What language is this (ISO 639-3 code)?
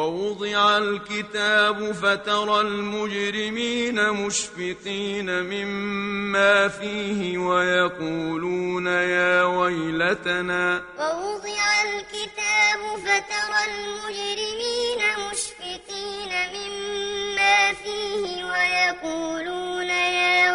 ara